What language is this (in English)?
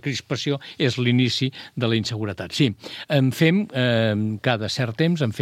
Catalan